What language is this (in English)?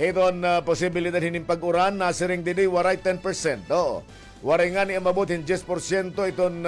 Waray